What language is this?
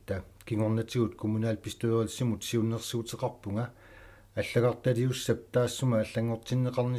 Kalaallisut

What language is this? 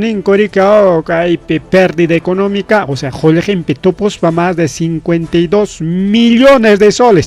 Ayacucho Quechua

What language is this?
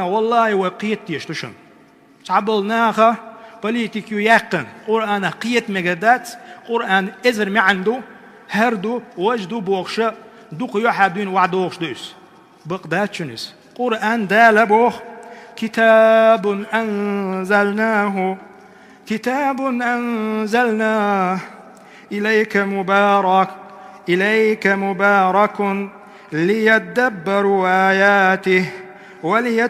Chechen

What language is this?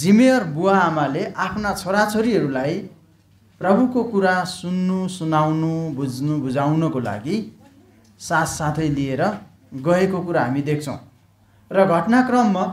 Nepali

